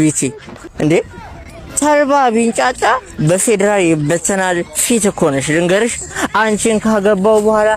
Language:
Amharic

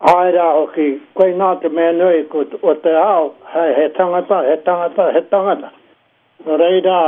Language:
Māori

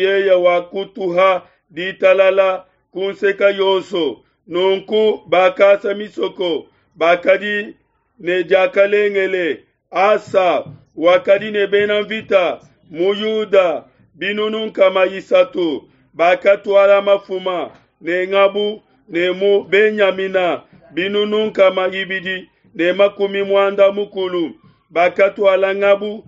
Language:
Luba-Lulua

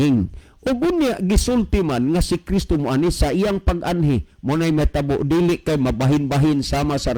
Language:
Cebuano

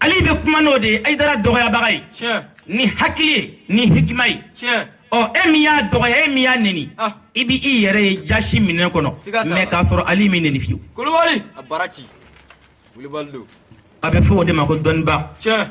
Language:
Bambara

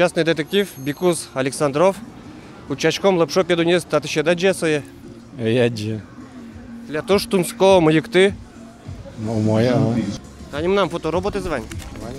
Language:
Udmurt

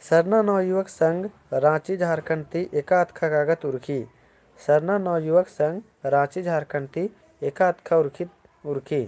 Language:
Kurukh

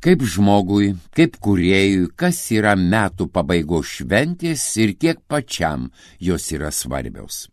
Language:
Lithuanian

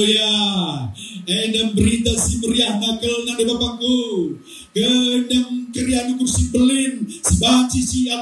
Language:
Batak Karo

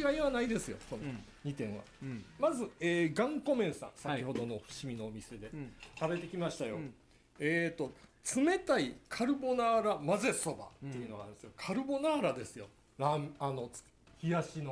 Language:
Japanese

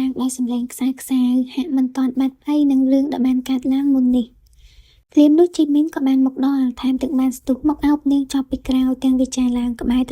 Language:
Khmer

